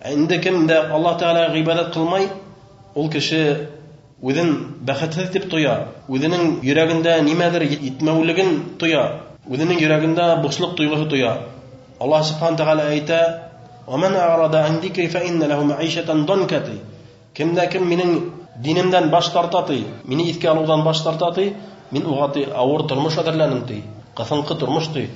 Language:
Bashkir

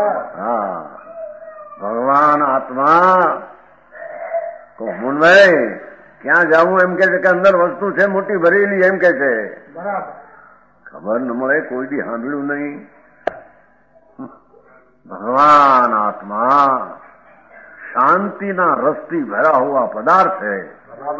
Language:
Gujarati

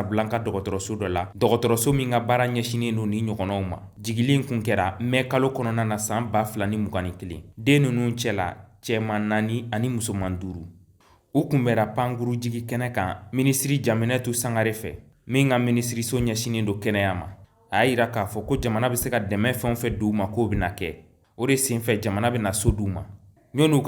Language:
Bambara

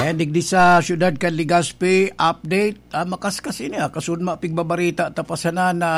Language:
Bikol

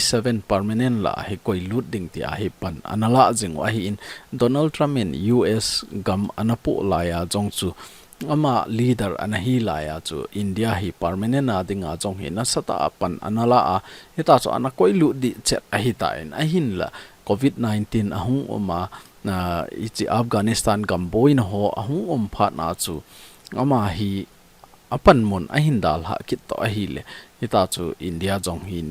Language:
Thado Chin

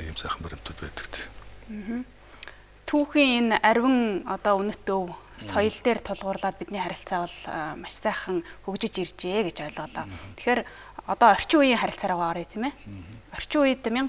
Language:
Mongolian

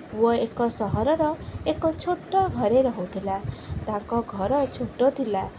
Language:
Odia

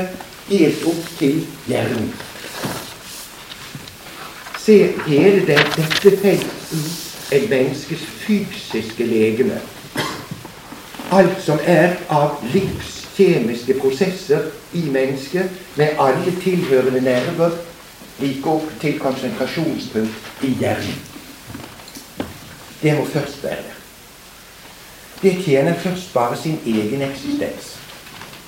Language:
Norwegian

